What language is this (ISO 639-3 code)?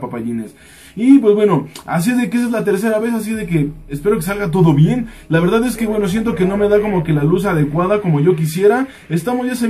spa